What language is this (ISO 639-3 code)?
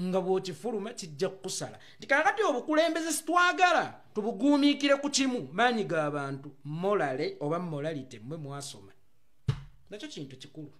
lug